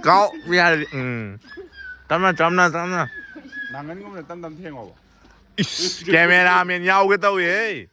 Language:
Manipuri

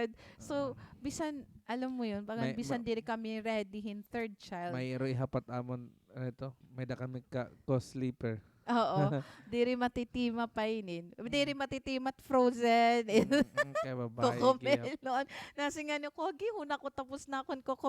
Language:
Waray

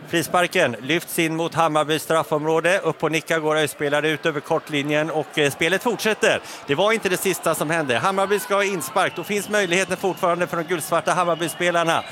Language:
Swedish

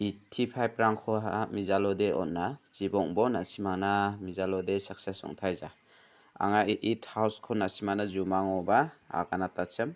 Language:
Garo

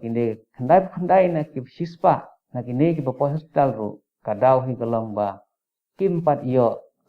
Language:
Khasi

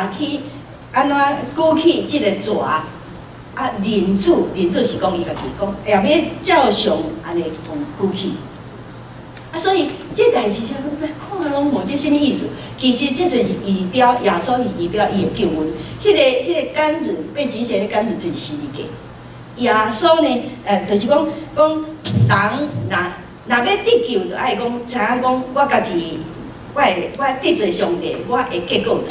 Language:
Min Nan Chinese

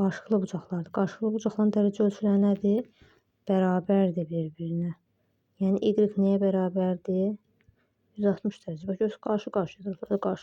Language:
Azerbaijani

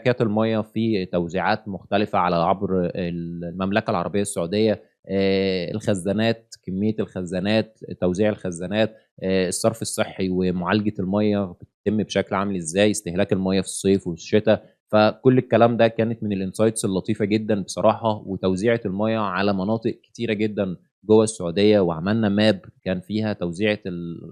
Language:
Egyptian Arabic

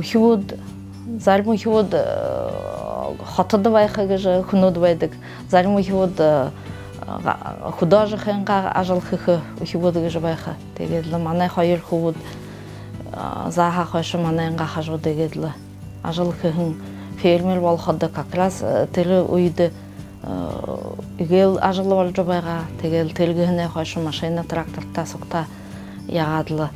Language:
Buriat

